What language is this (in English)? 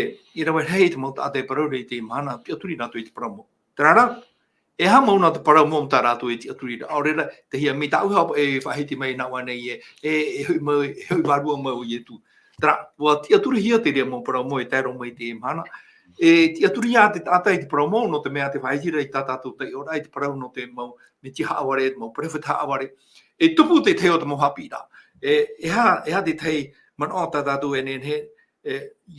Tahitian